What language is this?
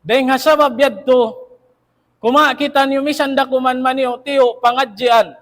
Tausug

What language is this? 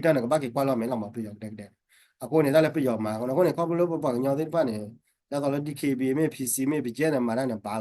S'gaw Karen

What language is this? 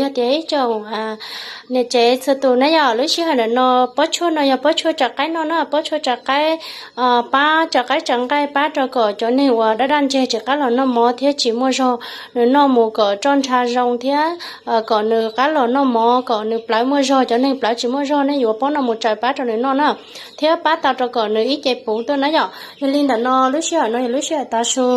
Hmong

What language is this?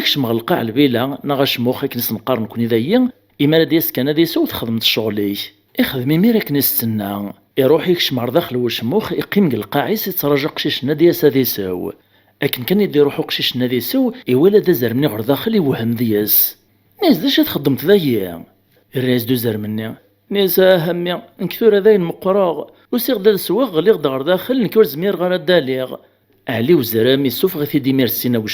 Kabyle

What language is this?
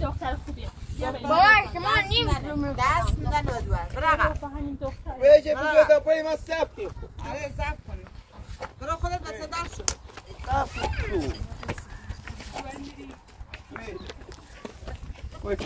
Persian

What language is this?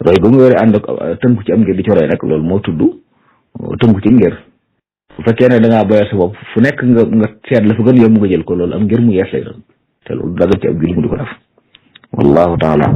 Wolof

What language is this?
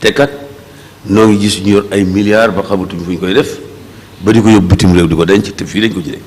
Wolof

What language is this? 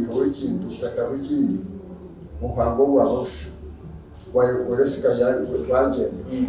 Nyankole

